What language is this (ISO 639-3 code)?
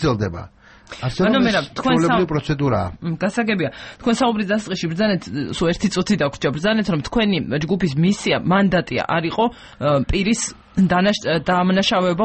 kat